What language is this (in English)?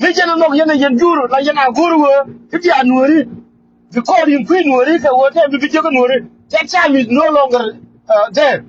Nuer